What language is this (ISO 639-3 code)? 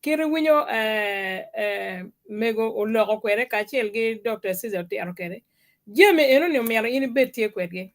ach